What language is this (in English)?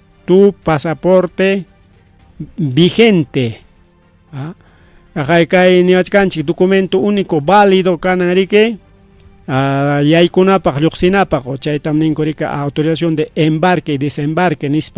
Ayacucho Quechua